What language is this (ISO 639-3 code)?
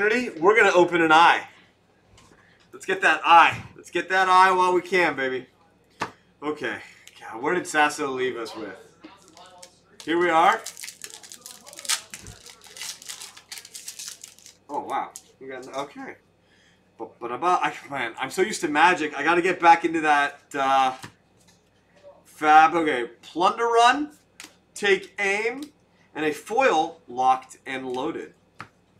eng